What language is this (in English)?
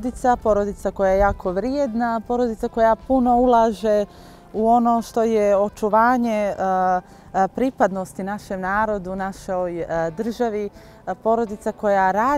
Bosnian